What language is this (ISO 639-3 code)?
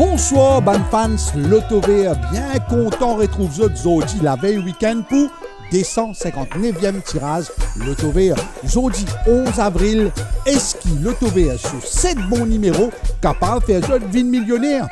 mfe